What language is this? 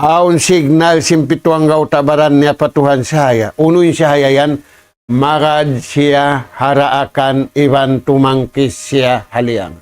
Tausug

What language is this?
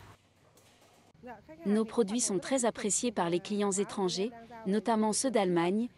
French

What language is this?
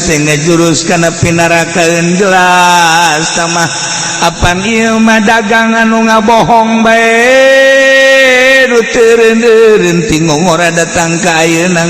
Sundanese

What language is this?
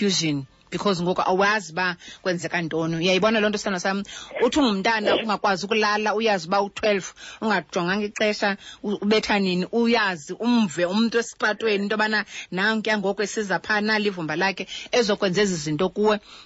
Xhosa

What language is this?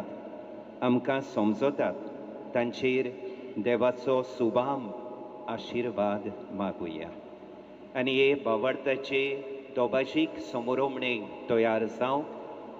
Konkani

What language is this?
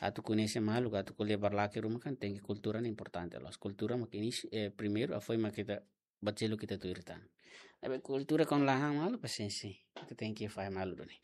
Tetum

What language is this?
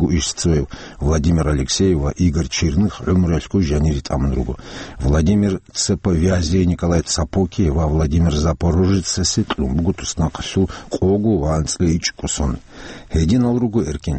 Avaric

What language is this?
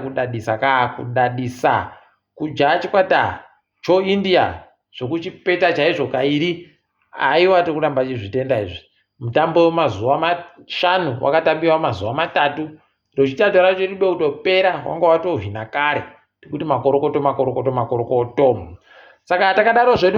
Ndau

